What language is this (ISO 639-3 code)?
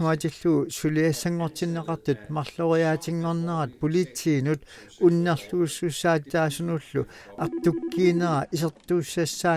kal